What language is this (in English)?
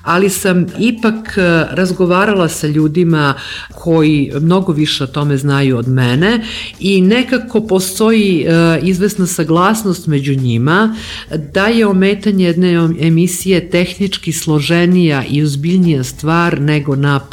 Serbian